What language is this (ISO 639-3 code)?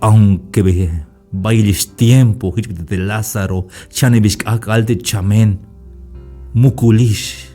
tzh